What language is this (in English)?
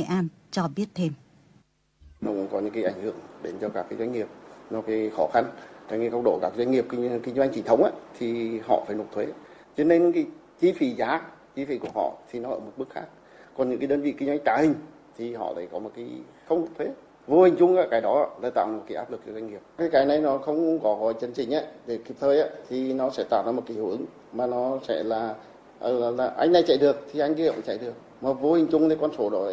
Vietnamese